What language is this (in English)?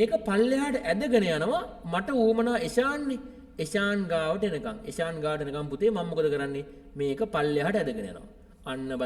Sinhala